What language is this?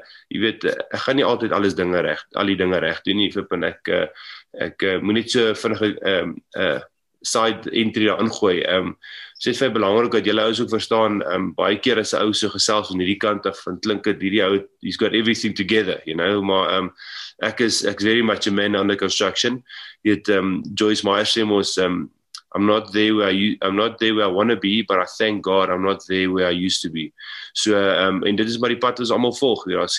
Afrikaans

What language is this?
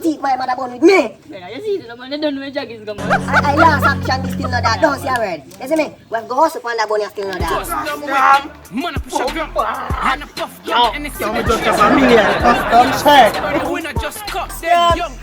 Jamaican Creole English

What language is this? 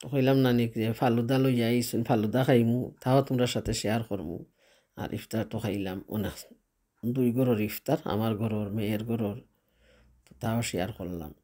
Sylheti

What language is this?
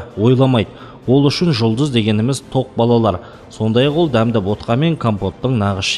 Kazakh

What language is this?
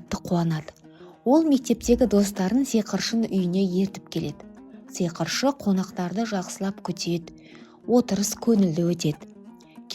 Kazakh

